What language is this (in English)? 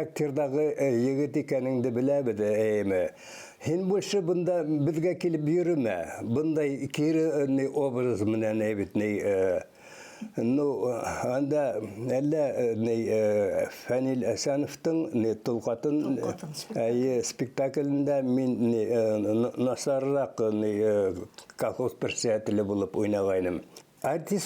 Bashkir